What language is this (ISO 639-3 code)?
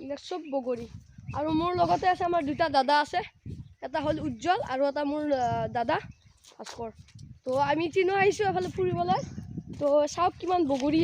asm